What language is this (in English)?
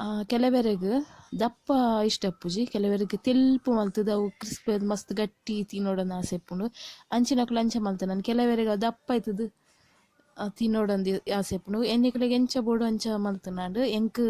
Tulu